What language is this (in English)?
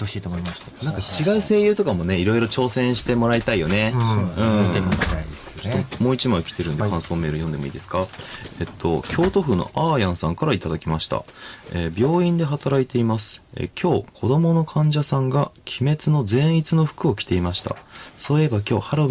Japanese